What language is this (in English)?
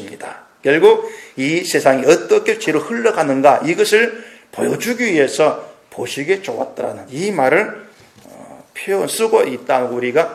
Korean